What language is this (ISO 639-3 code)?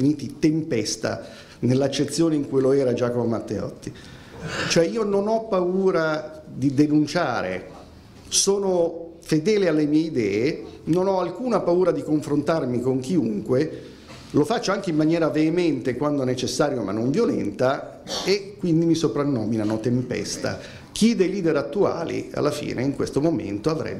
ita